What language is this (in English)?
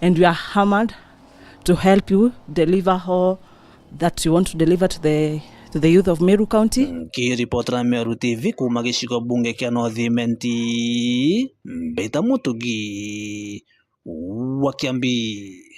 Meru